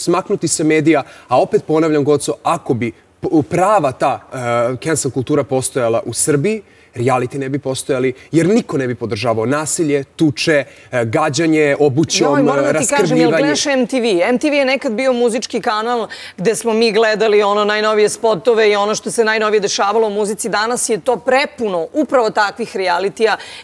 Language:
Serbian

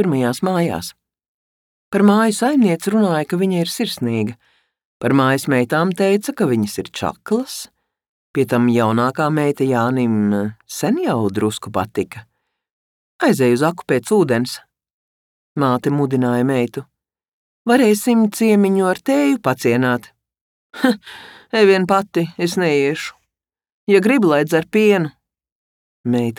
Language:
Latvian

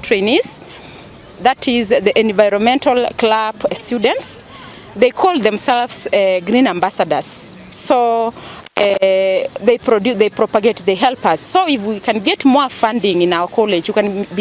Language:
Gusii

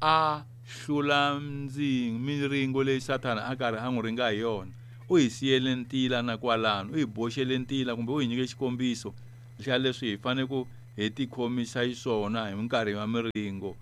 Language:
Tsonga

